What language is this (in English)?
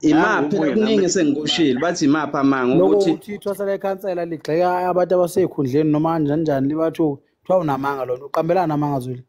Zulu